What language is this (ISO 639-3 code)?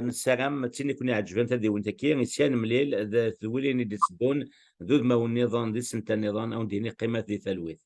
kab